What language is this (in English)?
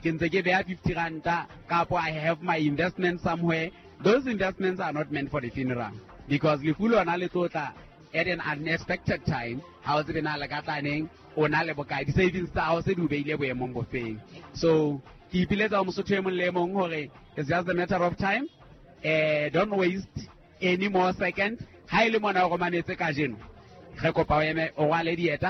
Southern Sotho